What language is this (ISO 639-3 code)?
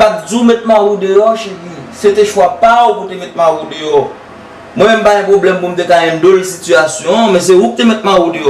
hat